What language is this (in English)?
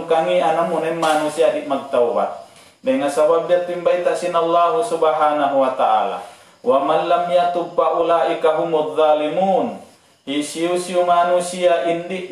Tausug